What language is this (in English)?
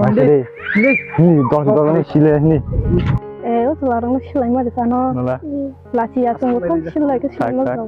Kok Borok